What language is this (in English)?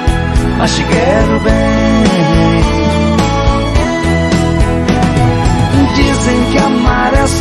Portuguese